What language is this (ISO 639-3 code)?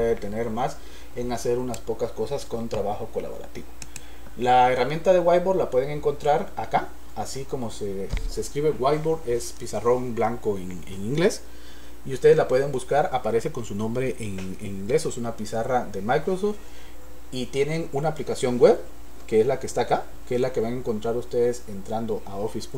spa